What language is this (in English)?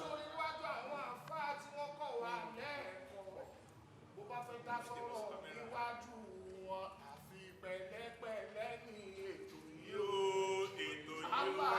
Yoruba